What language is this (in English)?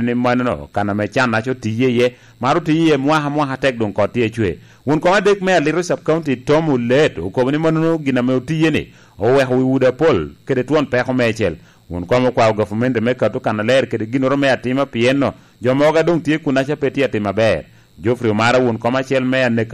Lango (Uganda)